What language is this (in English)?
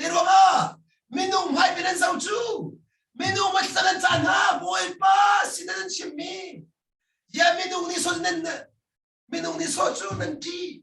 Hakha Chin